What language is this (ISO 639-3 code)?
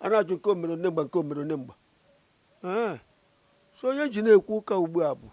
ibo